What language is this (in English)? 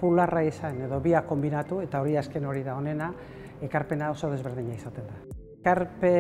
Basque